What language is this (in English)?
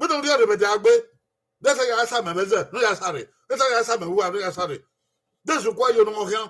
Bini